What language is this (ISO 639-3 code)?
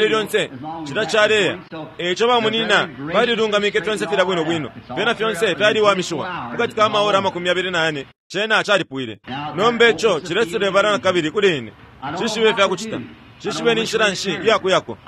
bem